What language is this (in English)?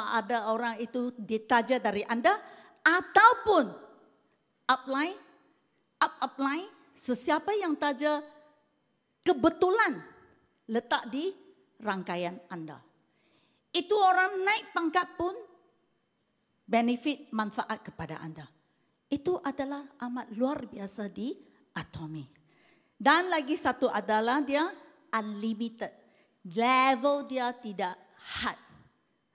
Malay